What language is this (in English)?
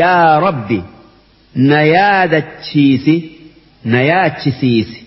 Oromo